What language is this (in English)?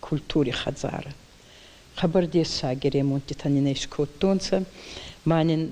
Ossetic